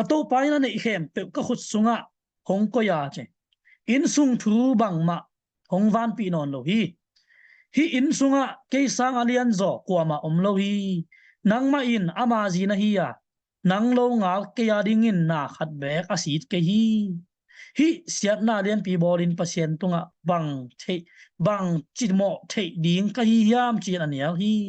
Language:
Tedim Chin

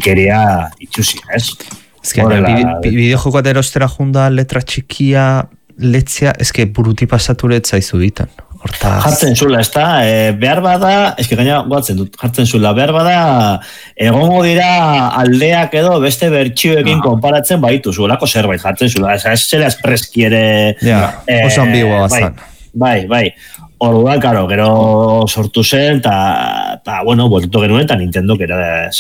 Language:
Basque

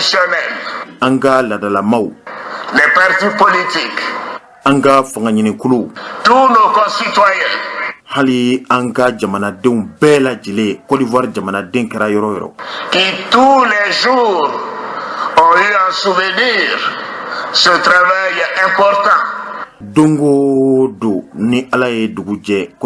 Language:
Bambara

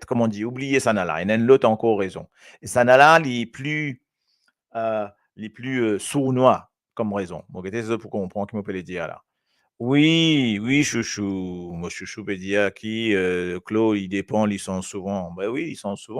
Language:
Morisyen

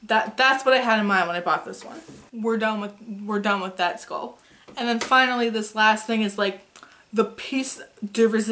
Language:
English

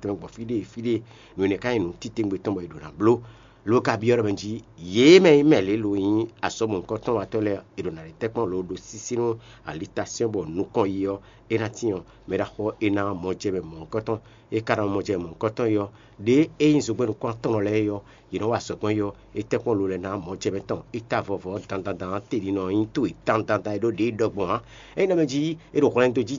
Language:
Fon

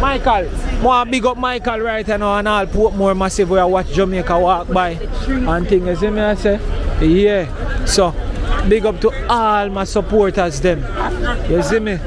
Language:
Jamaican Creole English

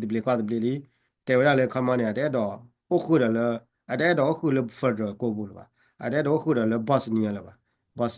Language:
S'gaw Karen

